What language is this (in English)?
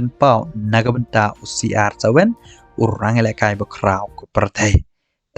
Khasi